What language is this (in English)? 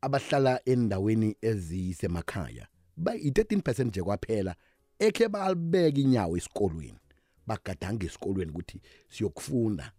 South Ndebele